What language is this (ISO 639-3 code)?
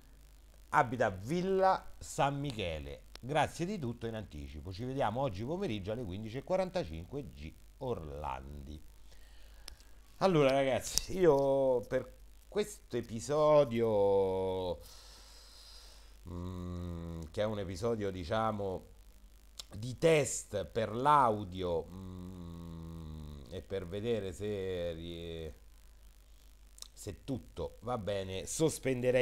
ita